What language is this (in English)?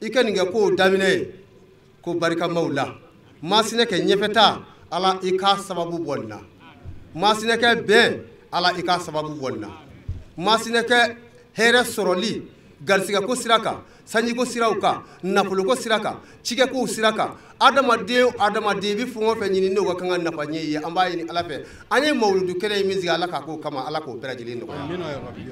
Bambara